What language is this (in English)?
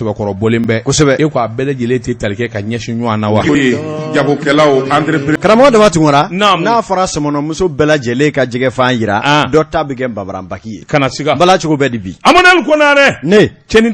Bambara